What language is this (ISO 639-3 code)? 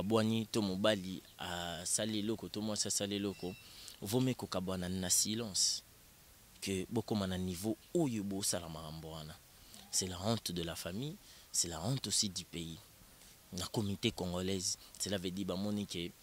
lin